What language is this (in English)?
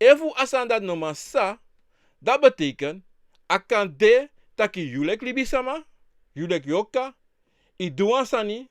Sranan Tongo